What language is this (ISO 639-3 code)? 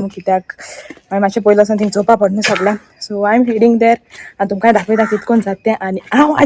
kok